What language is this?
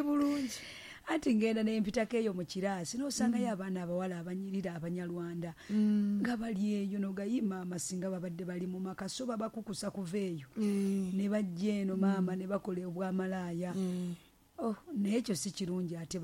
Ganda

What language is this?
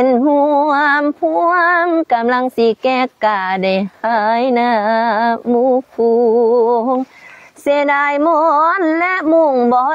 Lao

